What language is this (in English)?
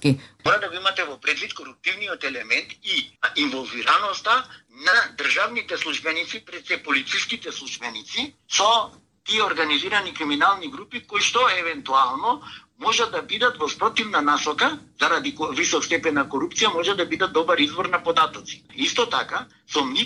Macedonian